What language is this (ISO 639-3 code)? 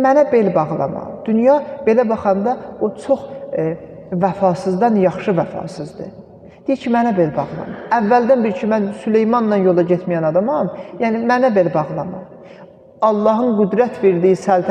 aze